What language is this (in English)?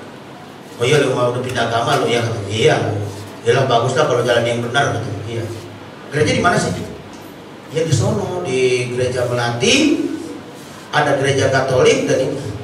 Indonesian